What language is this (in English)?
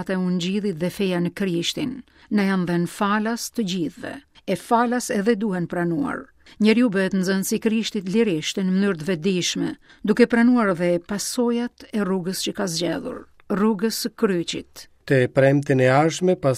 Albanian